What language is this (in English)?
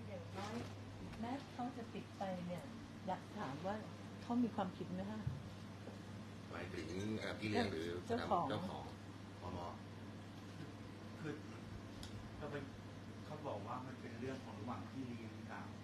Thai